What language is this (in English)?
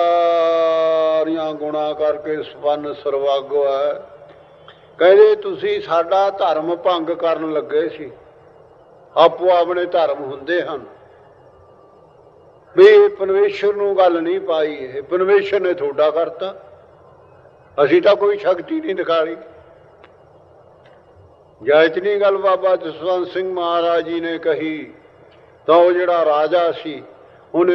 Punjabi